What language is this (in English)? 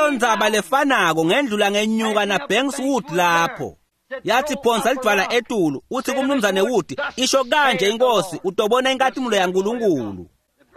Swati